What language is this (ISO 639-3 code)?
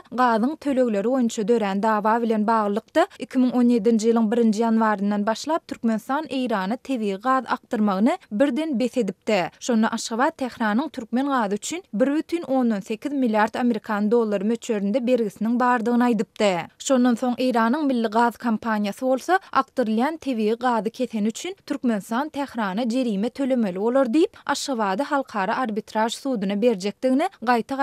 tuk